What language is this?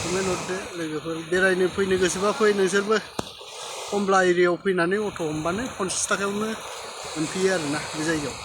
Bodo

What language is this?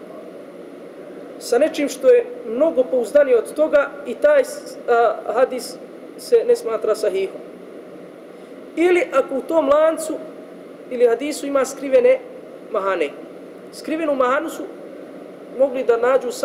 Bosnian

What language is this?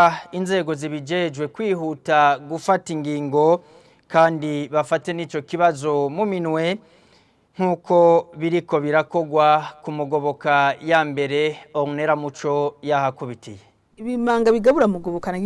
Rundi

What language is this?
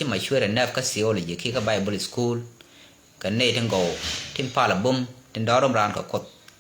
Nuer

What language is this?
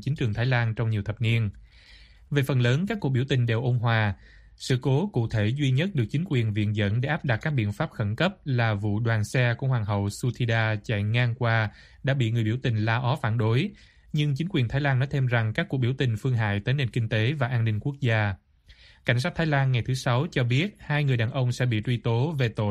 Vietnamese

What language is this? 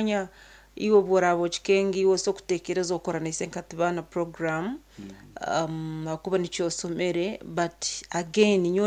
Nyankole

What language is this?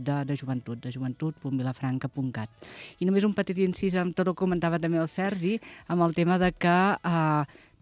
Catalan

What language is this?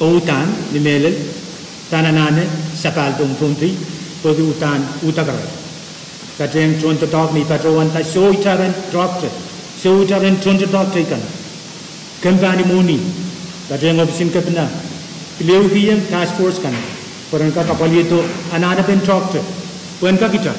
Pohnpeian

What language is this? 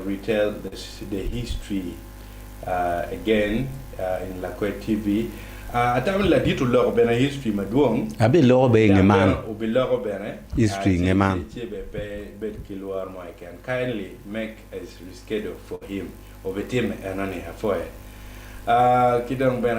Acoli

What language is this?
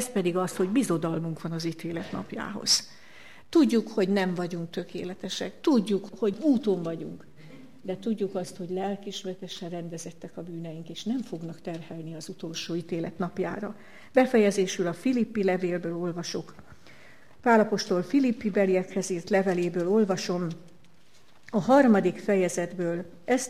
Hungarian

